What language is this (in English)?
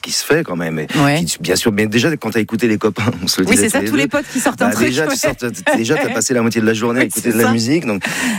French